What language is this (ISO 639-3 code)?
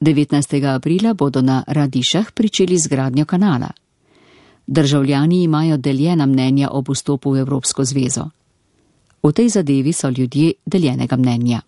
slv